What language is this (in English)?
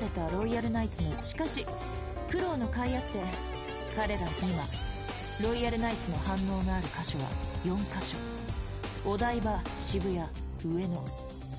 Japanese